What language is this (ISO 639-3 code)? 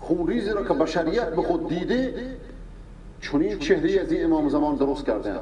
fas